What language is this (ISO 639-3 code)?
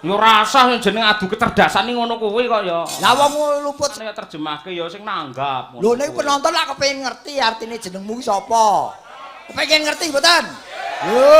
jav